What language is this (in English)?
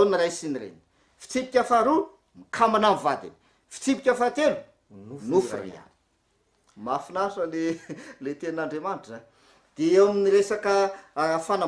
Malagasy